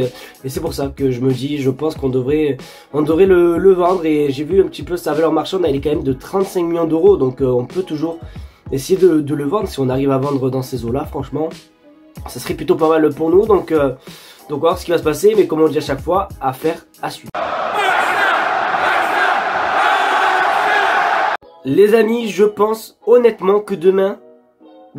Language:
French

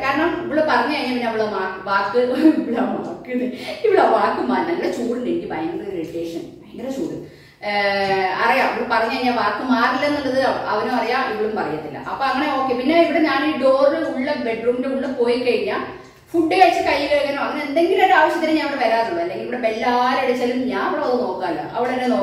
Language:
Malayalam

